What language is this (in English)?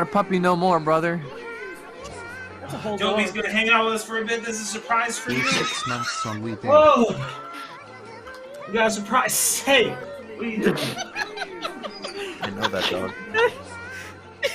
English